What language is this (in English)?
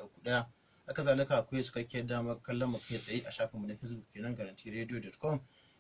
Hausa